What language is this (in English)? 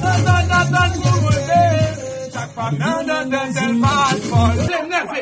Haitian Creole